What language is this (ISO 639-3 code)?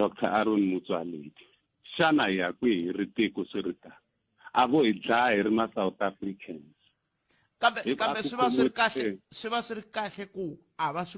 tso